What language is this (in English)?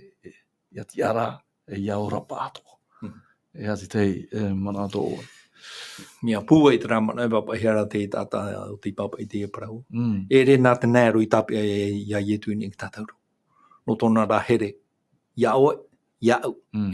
Tahitian